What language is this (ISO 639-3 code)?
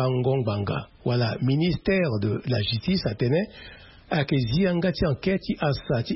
sag